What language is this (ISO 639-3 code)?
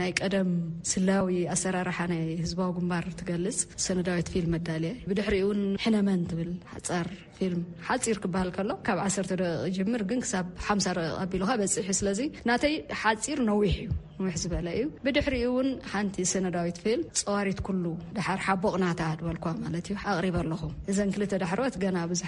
tir